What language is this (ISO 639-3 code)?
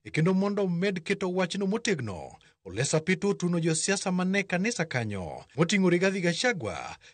luo